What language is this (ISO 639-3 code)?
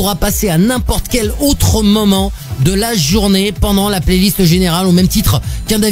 fra